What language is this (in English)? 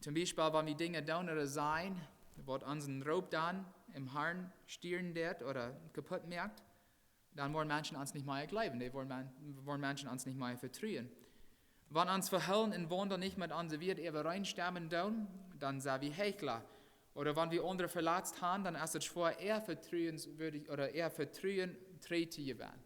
Plautdietsch